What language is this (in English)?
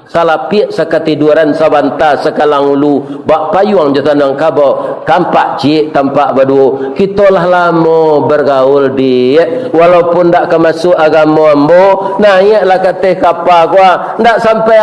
Minangkabau